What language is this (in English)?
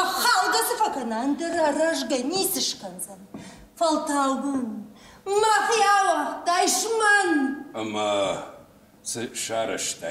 Ossetic